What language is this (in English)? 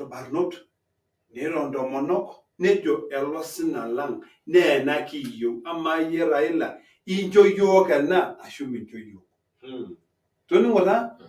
Masai